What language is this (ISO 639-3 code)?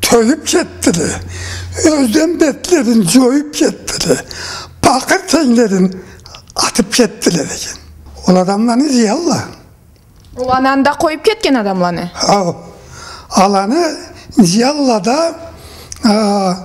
krc